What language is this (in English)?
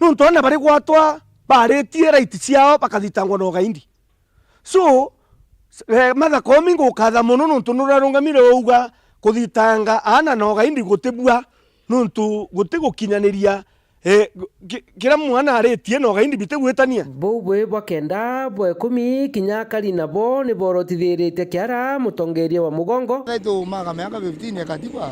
Meru